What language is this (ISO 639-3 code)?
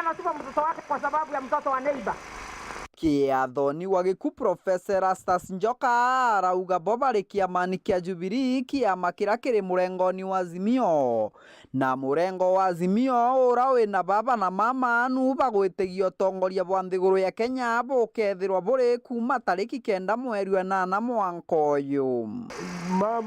mer